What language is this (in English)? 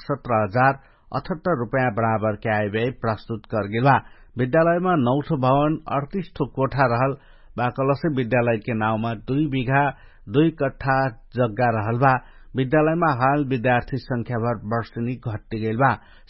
Dangaura Tharu